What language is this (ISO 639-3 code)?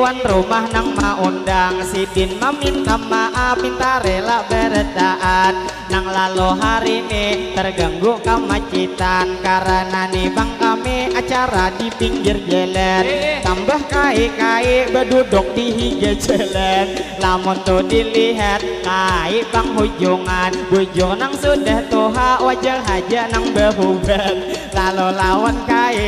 bjn